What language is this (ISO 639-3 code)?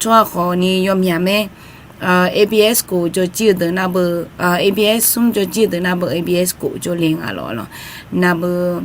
ahk